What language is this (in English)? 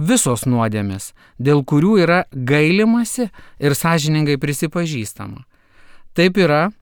Lithuanian